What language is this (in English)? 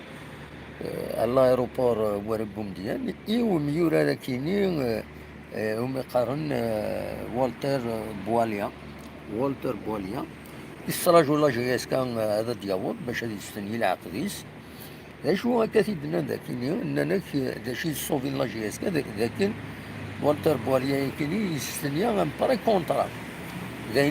Kabyle